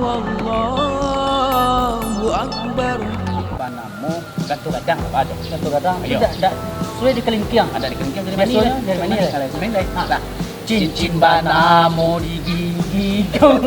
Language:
Minangkabau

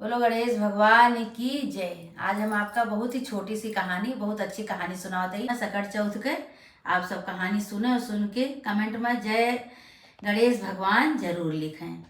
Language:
Awadhi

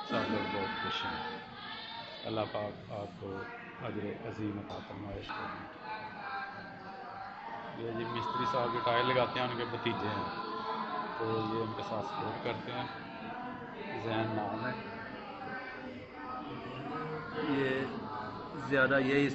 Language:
Urdu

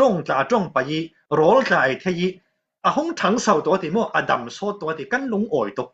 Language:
Falam Chin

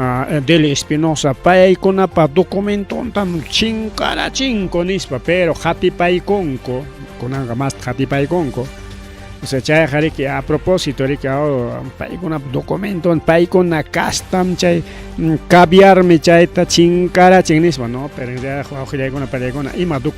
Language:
Ayacucho Quechua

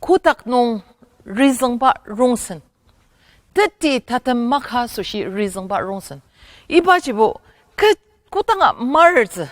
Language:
Ao Naga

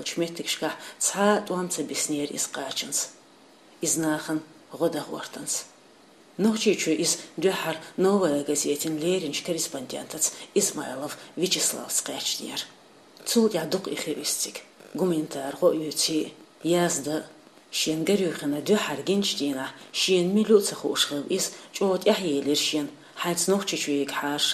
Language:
Chechen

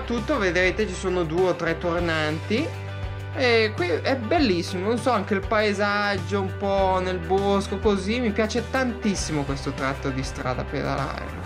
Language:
Italian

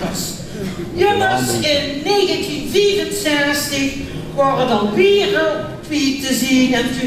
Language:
Limburgish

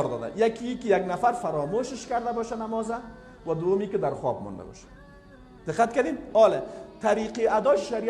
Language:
Persian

